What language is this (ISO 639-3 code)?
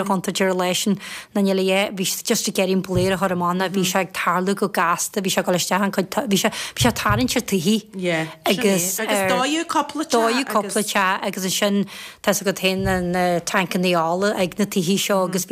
gle